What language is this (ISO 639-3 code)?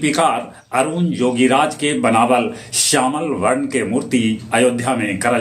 mag